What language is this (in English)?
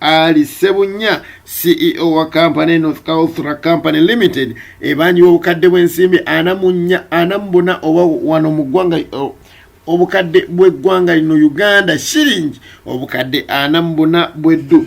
Ganda